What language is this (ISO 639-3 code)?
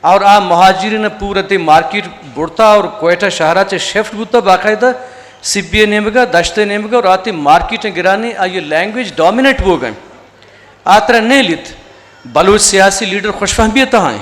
bgp